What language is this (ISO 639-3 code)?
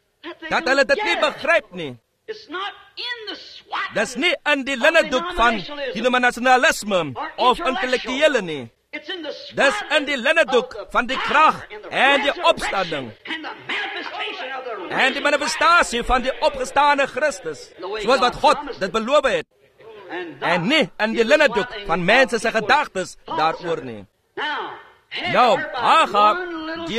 afr